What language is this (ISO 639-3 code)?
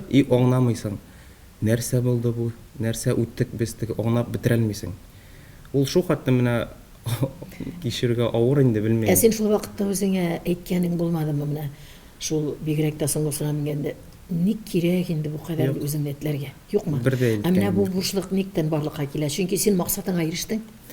tat